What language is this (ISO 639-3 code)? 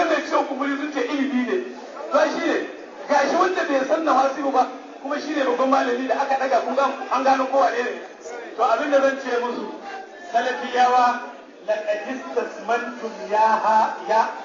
hau